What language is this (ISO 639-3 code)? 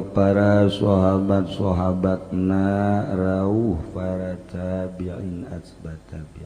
sun